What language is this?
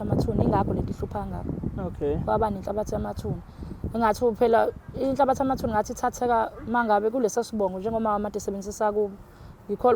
Zulu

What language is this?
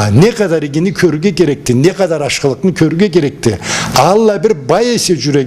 Karachay-Balkar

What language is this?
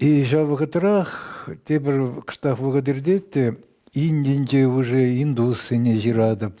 Chuvash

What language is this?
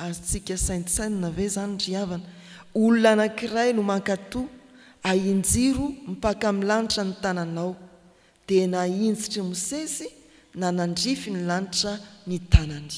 Malagasy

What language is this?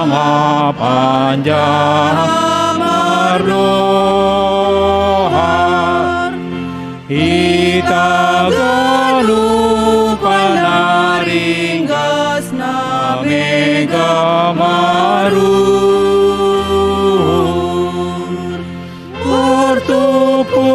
Batak Simalungun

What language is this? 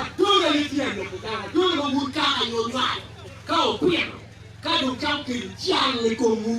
Acoli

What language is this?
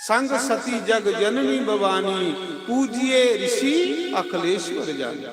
Dogri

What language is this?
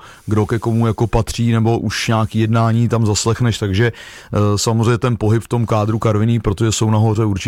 Czech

